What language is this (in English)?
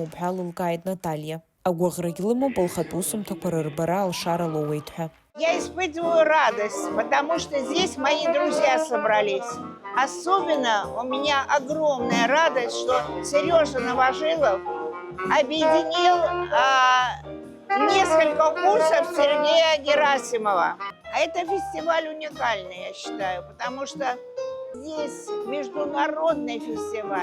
Abkhazian